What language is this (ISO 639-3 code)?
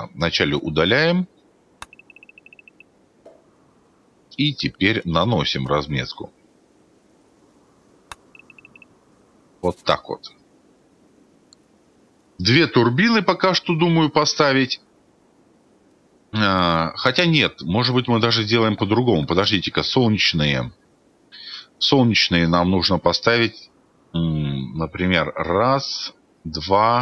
rus